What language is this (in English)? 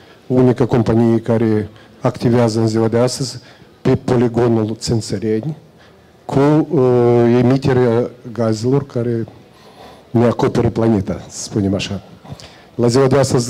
Romanian